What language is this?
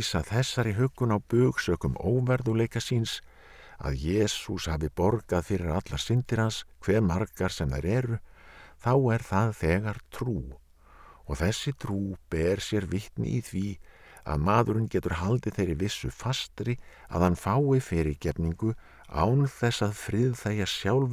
Icelandic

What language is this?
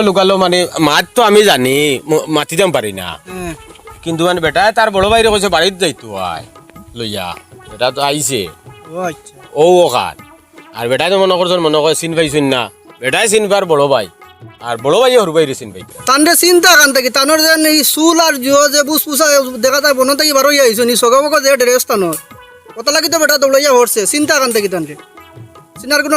Sylheti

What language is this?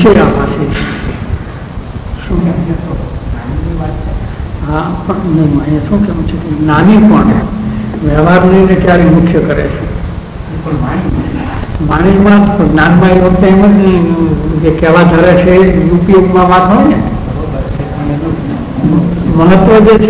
Gujarati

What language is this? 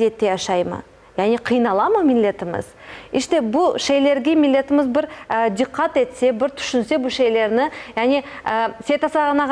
Crimean Tatar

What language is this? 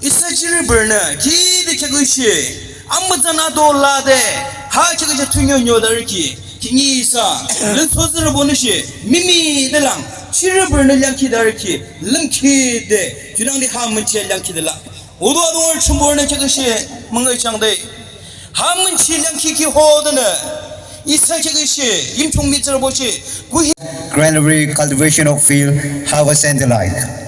Naga Pidgin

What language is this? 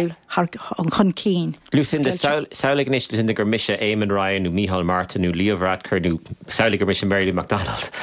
Irish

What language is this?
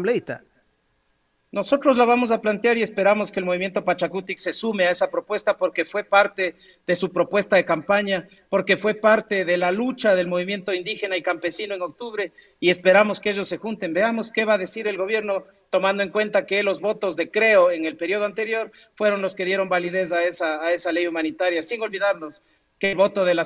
Spanish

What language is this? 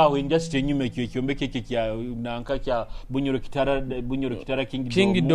Nyoro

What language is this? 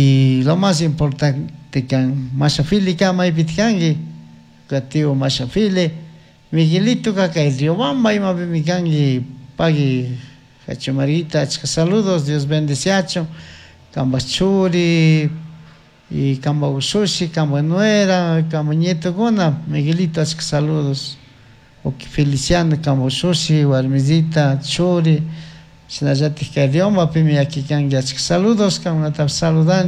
Chimborazo Highland Quichua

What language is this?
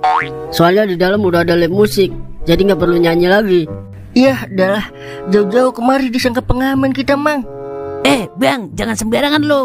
Betawi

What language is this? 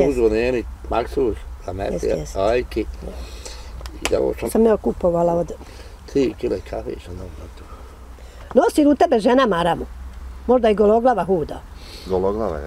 Bosnian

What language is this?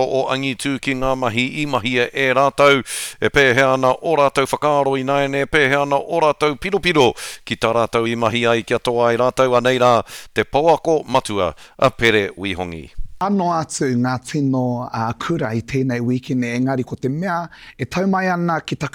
Māori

